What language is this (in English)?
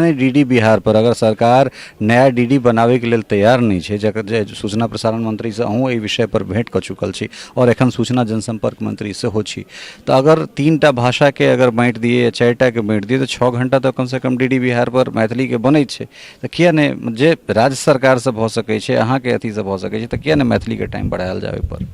Maithili